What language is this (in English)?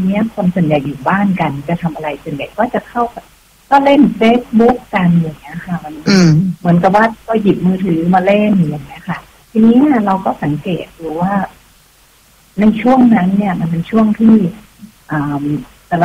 Thai